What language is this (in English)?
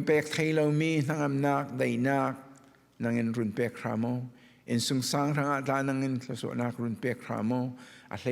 Falam Chin